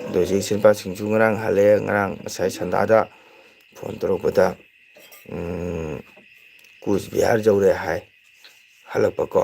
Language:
Manipuri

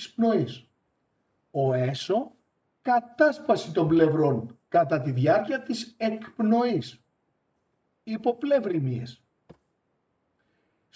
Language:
Greek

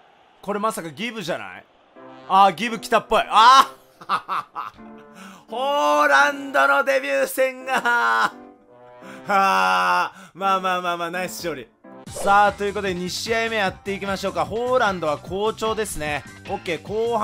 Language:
Japanese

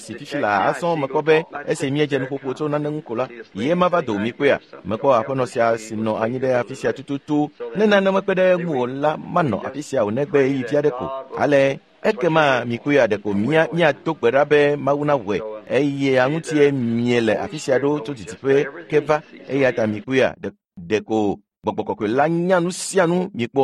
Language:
Ewe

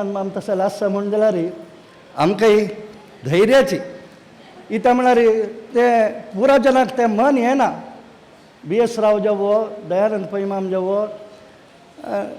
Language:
Konkani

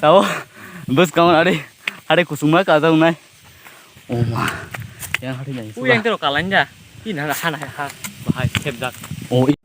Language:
Kok Borok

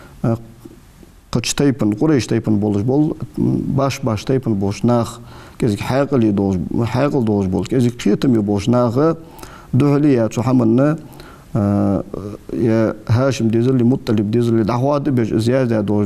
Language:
Ingush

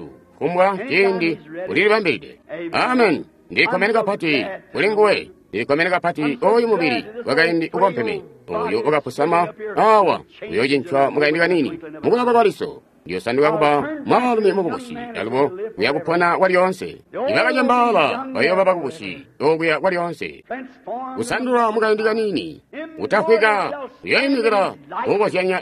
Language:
Tonga (Zambia)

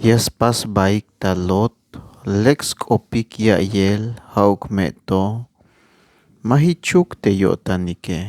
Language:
Tzeltal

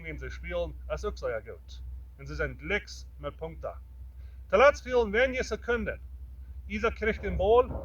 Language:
Plautdietsch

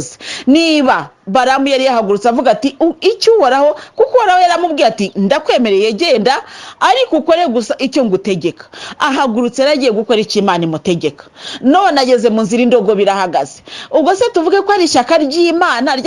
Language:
Kinyarwanda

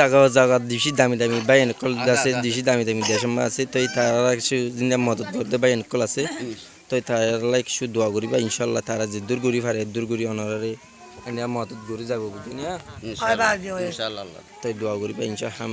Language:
Rohingya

